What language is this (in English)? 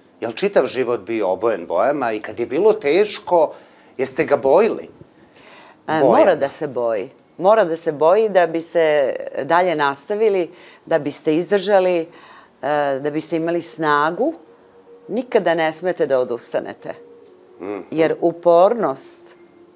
Serbian